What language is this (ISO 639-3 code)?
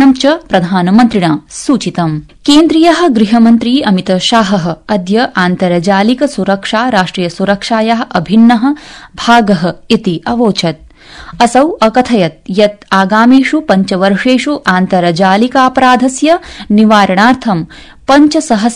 san